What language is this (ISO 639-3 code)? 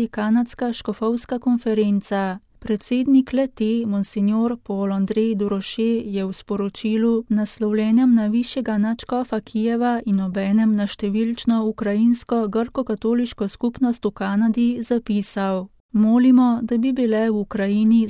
slv